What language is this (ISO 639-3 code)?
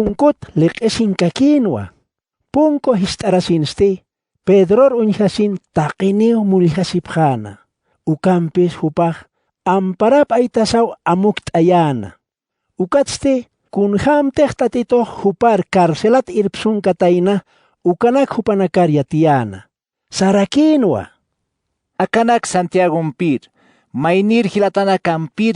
aym